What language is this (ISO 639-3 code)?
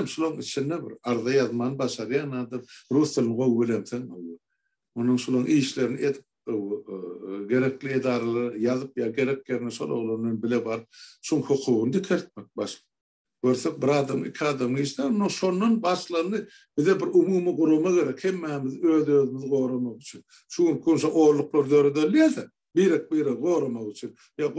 tuk